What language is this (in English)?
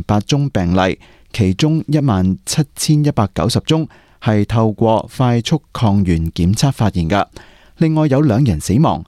Cantonese